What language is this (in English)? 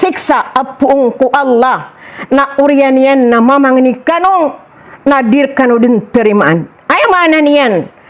Maranao